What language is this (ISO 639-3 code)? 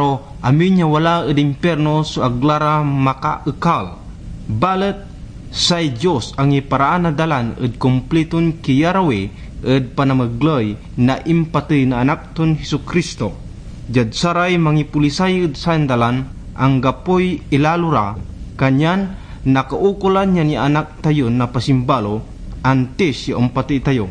pag